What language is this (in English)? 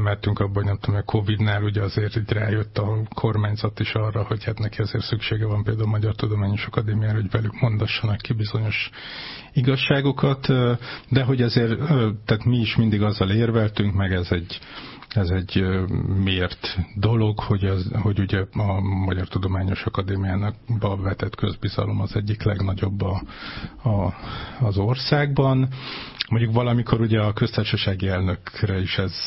Hungarian